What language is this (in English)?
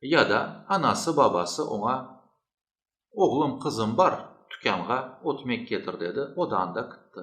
Crimean Tatar